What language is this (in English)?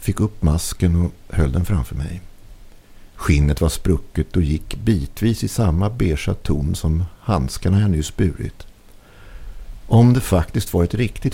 Swedish